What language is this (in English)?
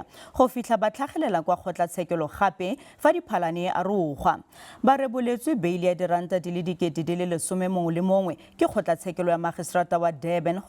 Tswana